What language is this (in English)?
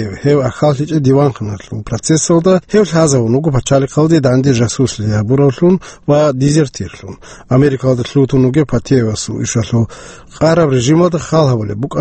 Avaric